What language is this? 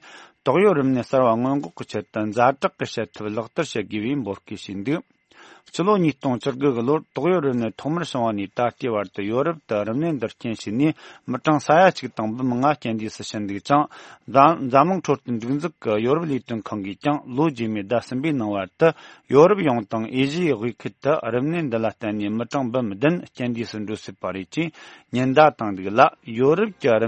Tibetan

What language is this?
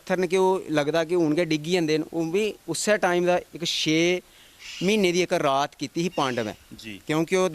Dogri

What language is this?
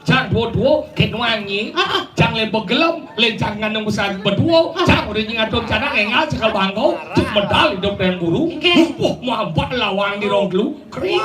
Balinese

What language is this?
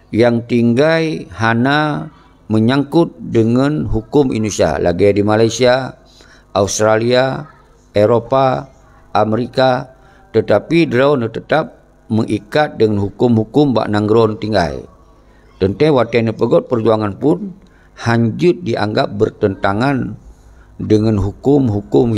Achinese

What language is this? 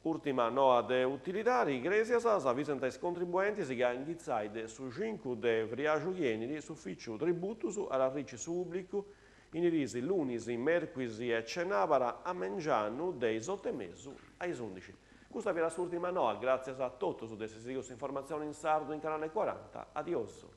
Sardinian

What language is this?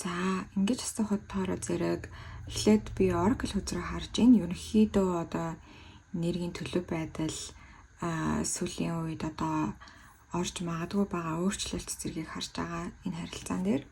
Mongolian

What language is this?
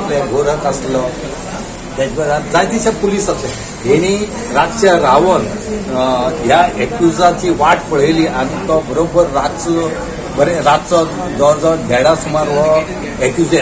Konkani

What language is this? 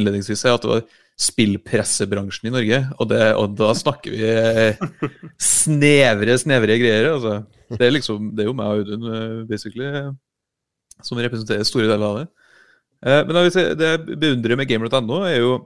Norwegian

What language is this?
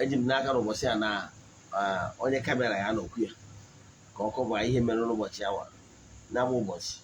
Igbo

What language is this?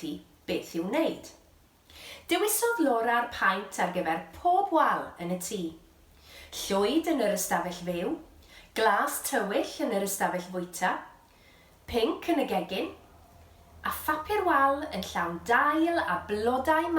Welsh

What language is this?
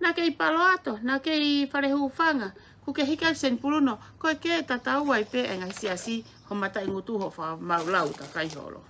Tongan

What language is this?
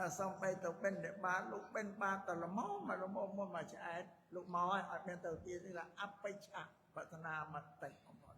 Khmer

